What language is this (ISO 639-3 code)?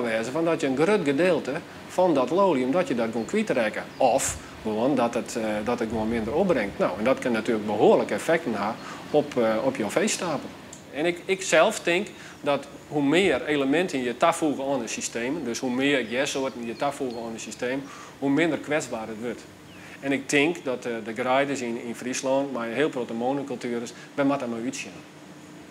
fry